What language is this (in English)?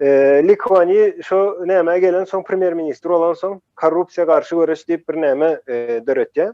Turkmen